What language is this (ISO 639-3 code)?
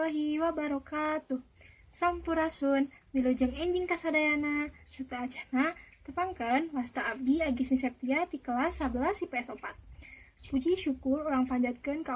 sun